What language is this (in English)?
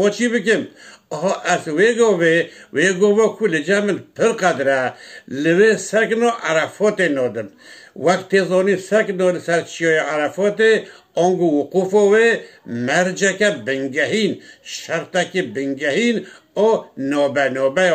Kurdish